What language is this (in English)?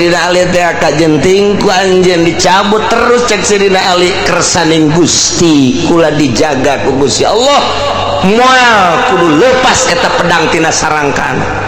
Sundanese